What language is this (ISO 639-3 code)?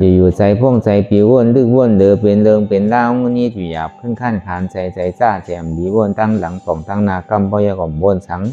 shn